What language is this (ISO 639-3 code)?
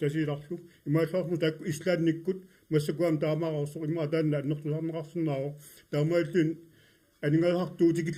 kal